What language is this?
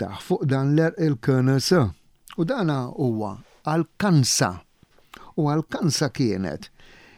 Maltese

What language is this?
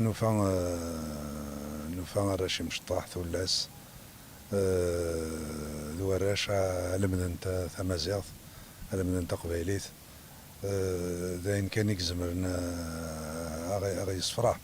Kabyle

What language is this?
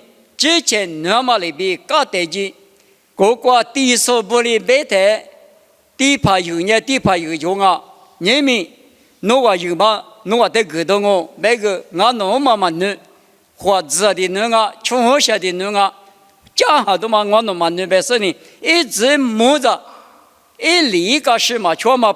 Lisu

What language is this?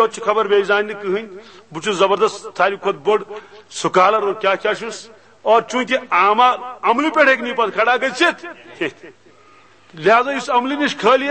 Kashmiri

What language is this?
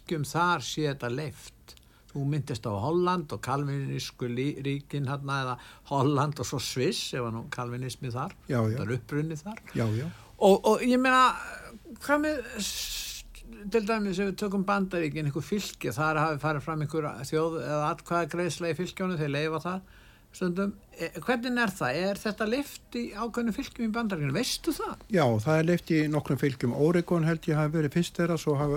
Icelandic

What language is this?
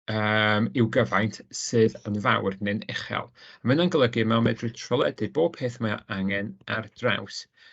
Welsh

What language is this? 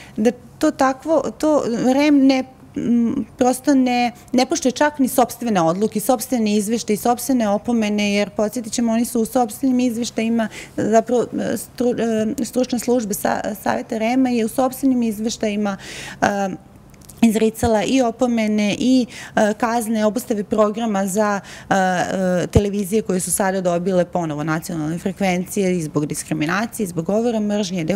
Serbian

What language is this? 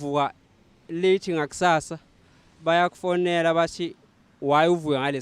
Zulu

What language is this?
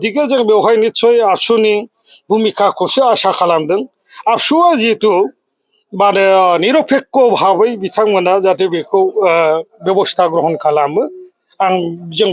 Bodo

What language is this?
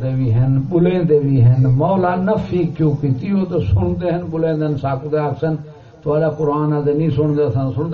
Saraiki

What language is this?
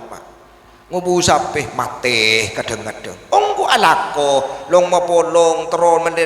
Madurese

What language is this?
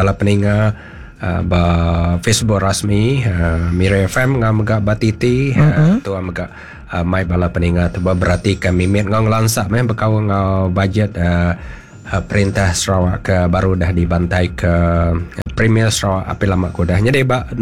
Iban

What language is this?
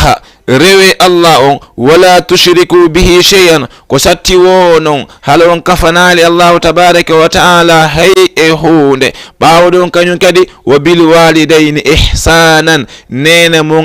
Fula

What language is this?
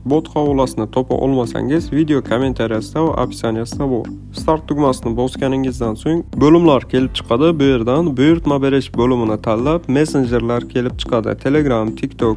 Uzbek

